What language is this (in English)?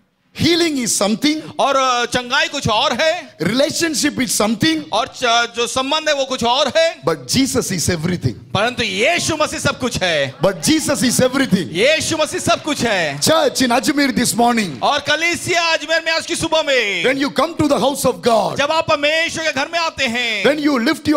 Hindi